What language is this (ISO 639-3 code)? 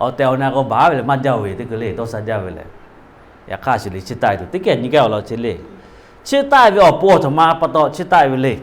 lhu